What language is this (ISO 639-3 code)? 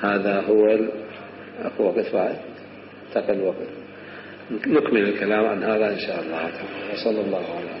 acm